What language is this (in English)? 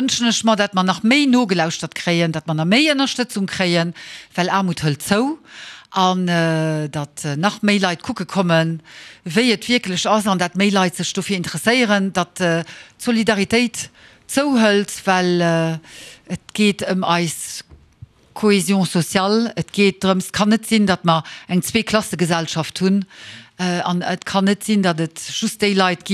Luxembourgish